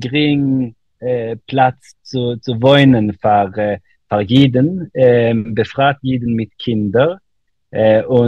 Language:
Yiddish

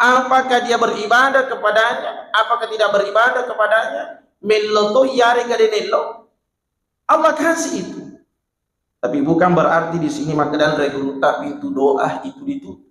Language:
Buginese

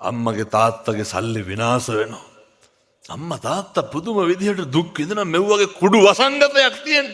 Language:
Sinhala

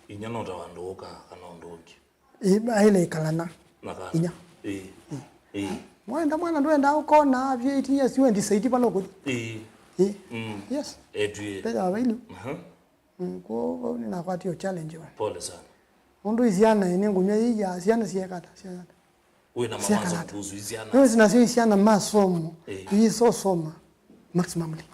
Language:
Kamba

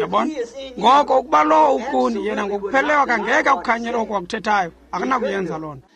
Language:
Xhosa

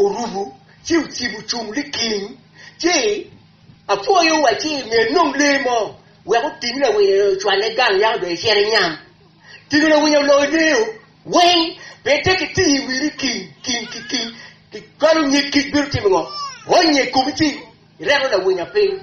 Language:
Acoli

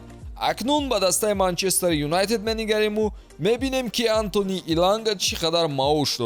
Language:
Tajik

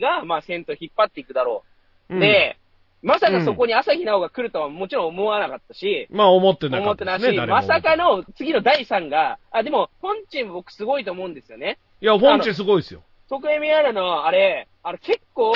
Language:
Japanese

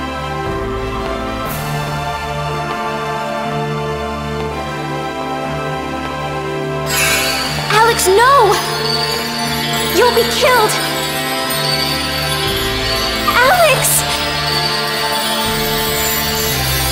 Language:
English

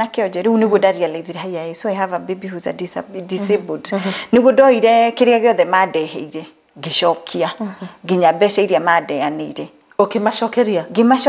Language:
Kikuyu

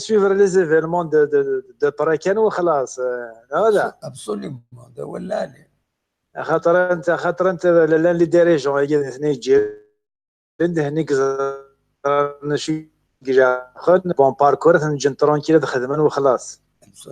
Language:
Kabyle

